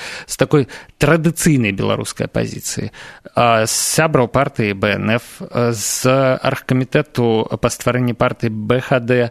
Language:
Belarusian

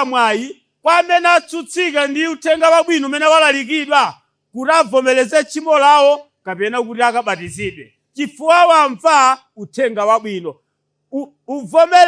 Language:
Nyanja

